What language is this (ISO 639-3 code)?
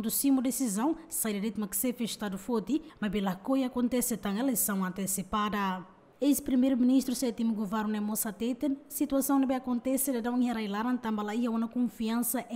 tet